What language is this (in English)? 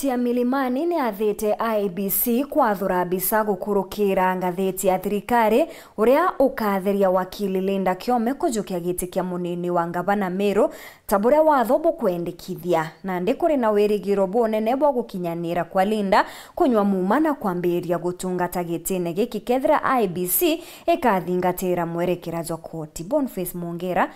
Meru